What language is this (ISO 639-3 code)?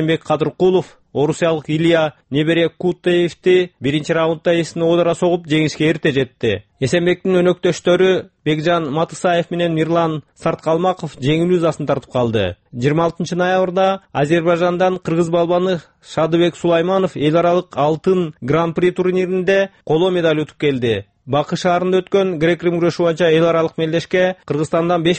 kir